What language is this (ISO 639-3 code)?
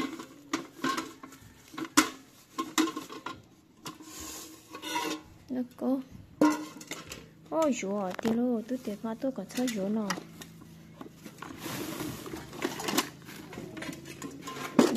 vie